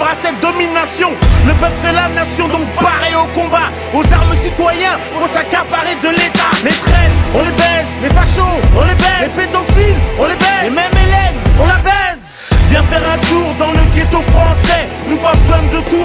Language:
French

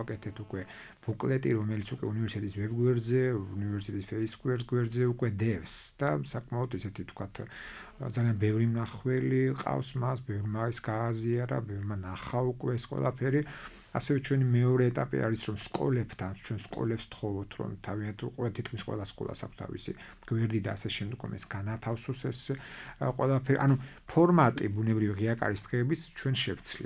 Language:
Georgian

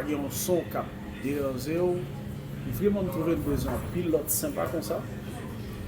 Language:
Haitian Creole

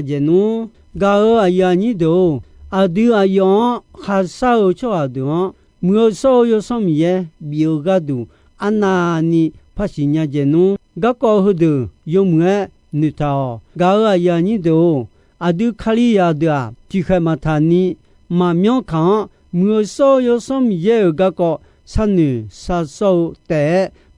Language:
Akha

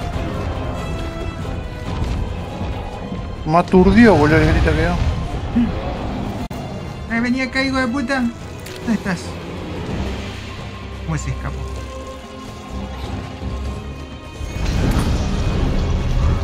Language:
Spanish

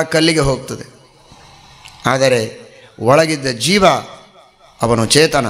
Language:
Kannada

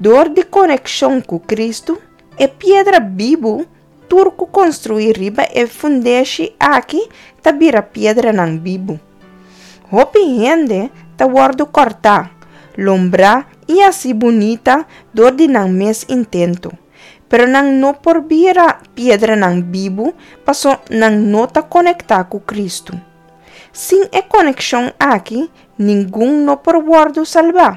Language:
Papiamento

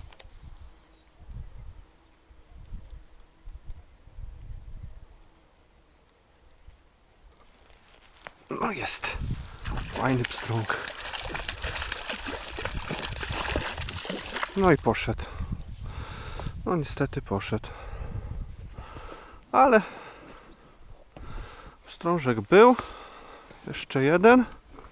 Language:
Polish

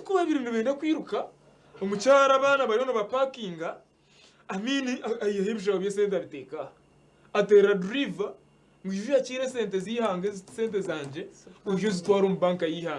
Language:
Nyankole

